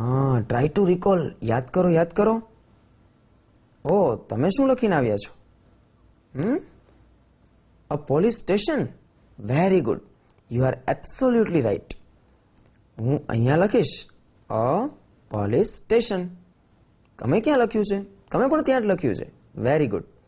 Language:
Gujarati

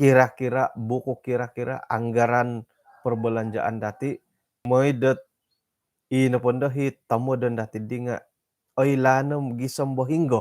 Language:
Central Dusun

